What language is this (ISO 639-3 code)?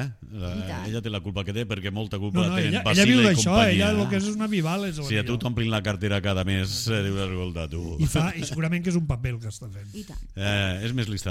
cat